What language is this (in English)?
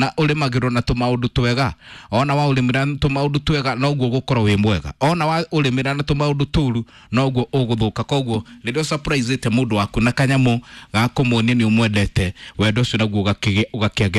Kikuyu